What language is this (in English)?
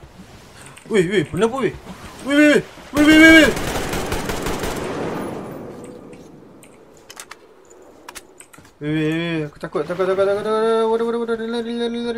Malay